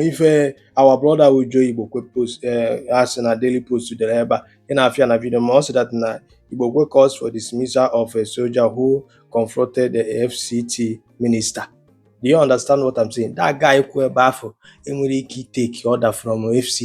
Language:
Igbo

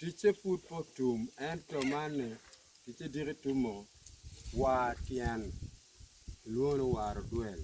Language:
Acoli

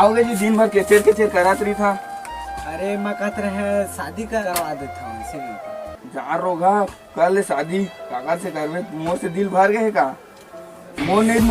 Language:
Chhattisgarhi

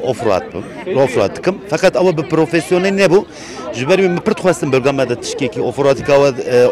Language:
Kurdish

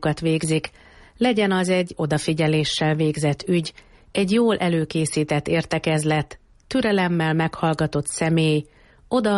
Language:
Hungarian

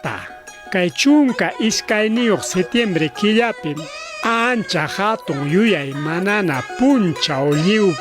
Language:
Ayacucho Quechua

